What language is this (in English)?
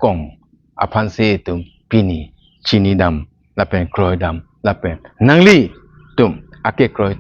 Karbi